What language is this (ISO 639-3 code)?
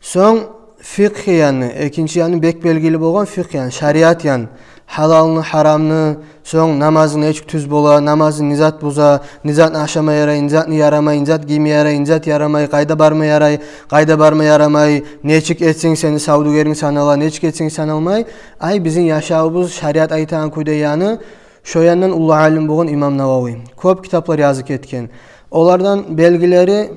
kum